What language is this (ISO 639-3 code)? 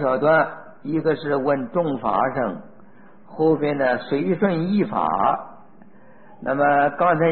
zho